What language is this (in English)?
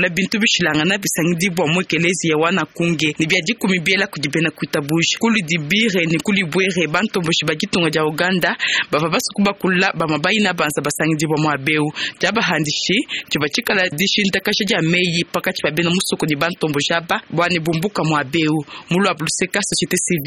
Luba-Lulua